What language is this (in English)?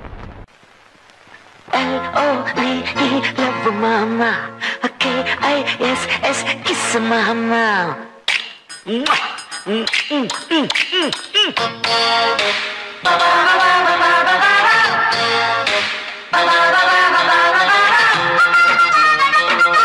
Tamil